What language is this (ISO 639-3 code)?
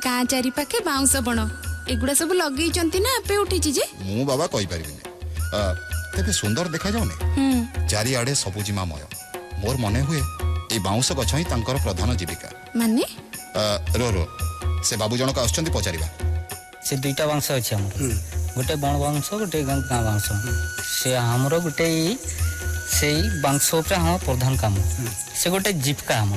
ori